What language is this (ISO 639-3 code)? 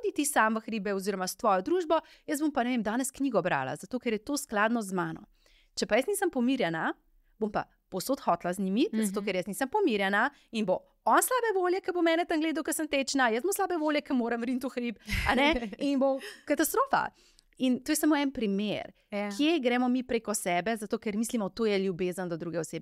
slv